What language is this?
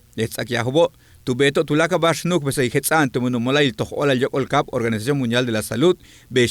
Yucateco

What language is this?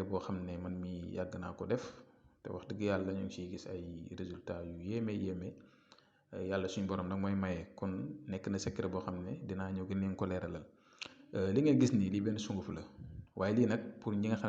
Wolof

